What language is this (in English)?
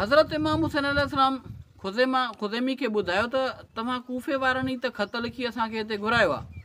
Sindhi